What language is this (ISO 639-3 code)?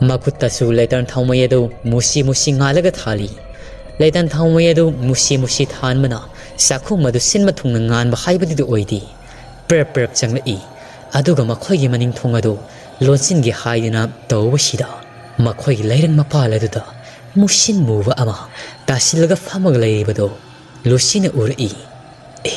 mni